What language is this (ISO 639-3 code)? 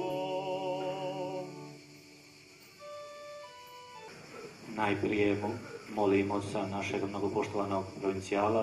hrv